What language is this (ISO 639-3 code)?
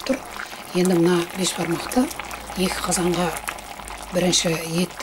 kaz